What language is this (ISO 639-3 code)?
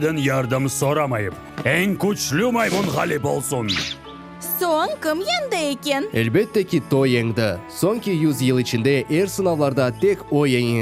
crh